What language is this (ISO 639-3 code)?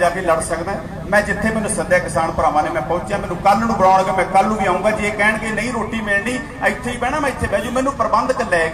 pan